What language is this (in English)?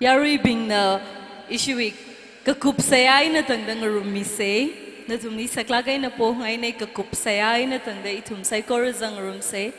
Tangkhul Naga (India)